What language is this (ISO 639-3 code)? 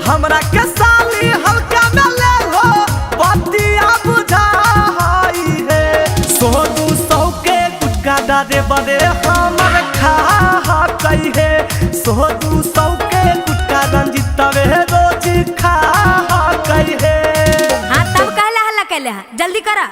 mag